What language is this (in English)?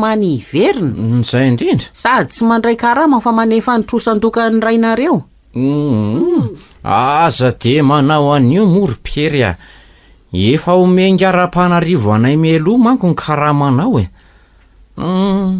Malagasy